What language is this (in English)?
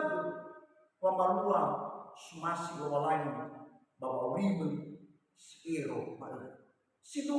Nias